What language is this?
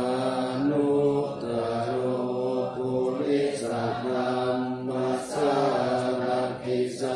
Pali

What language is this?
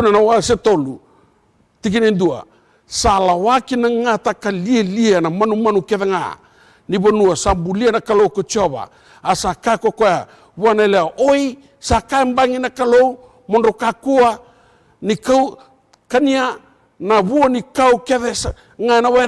Fijian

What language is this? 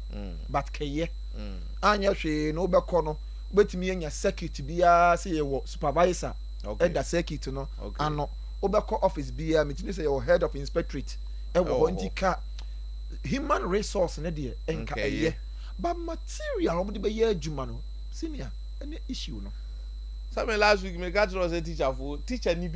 Akan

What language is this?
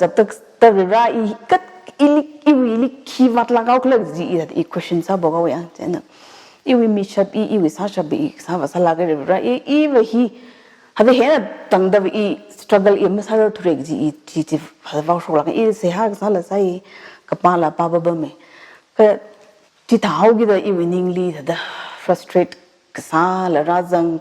Tangkhul Naga (India)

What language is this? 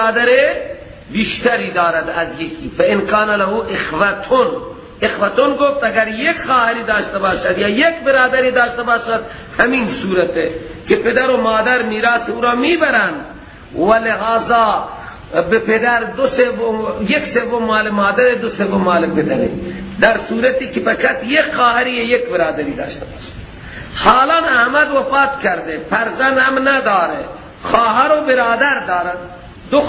Persian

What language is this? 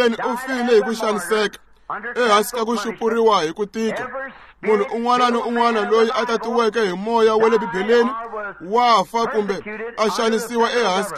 Tsonga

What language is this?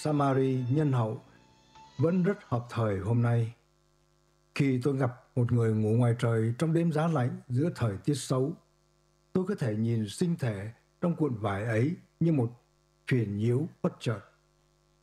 Vietnamese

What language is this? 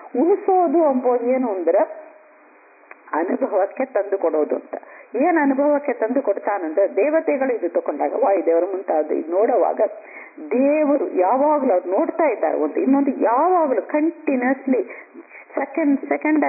Kannada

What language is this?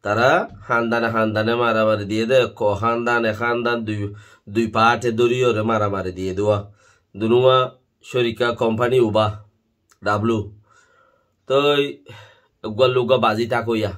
Rohingya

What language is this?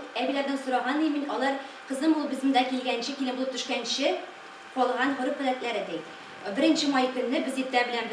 Tatar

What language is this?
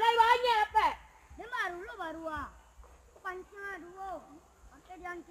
Minangkabau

